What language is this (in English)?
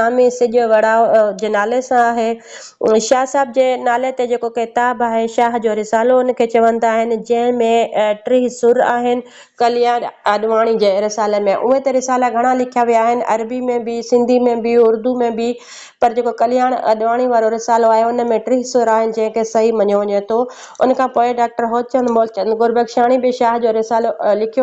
Sindhi